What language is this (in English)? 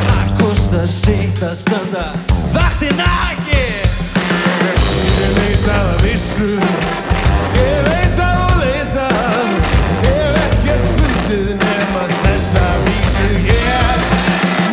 Icelandic